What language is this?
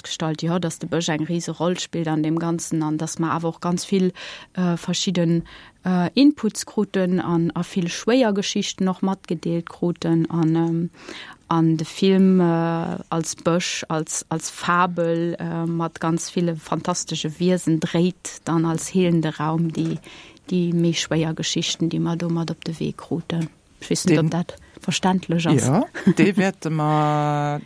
Luxembourgish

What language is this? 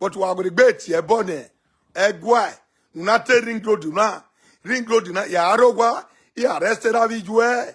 Nigerian Pidgin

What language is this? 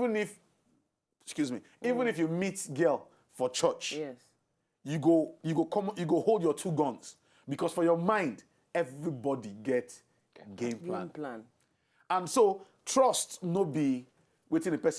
Nigerian Pidgin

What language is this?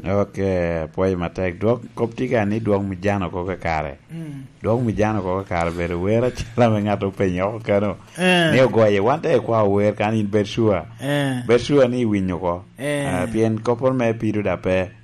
Lango (Uganda)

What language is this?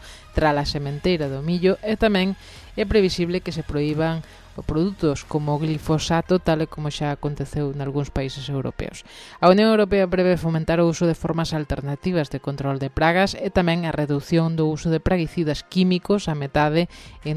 Galician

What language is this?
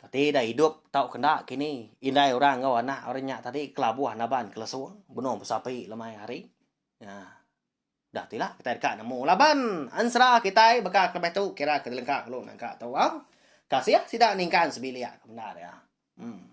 Iban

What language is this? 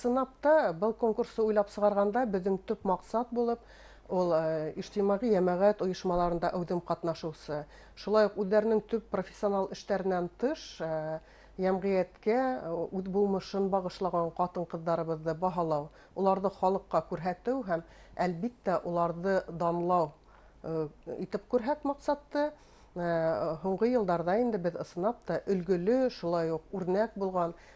Bashkir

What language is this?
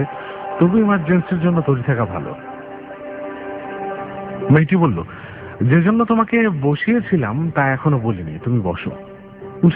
Bangla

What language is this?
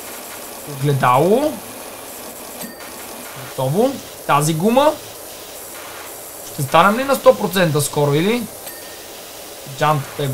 Bulgarian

